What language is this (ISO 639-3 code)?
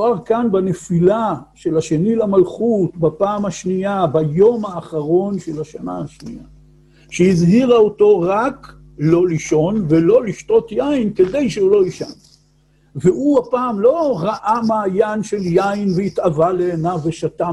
heb